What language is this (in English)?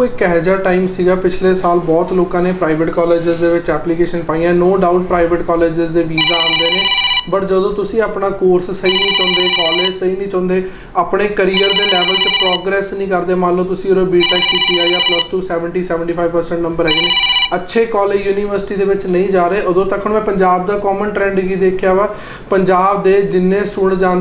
Punjabi